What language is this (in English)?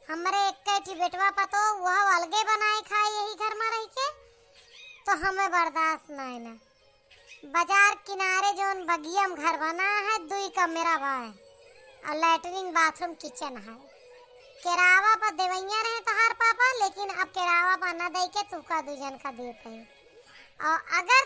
Awadhi